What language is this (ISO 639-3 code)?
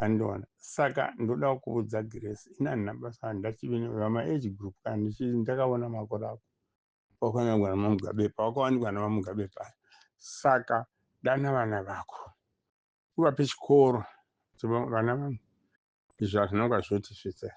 sna